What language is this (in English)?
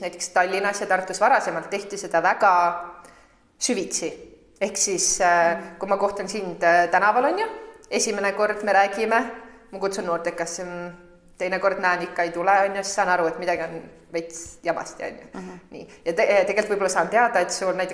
Estonian